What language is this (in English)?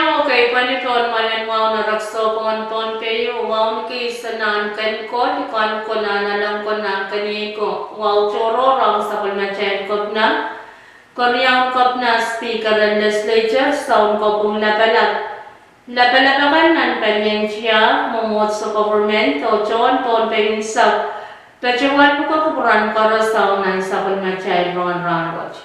Pohnpeian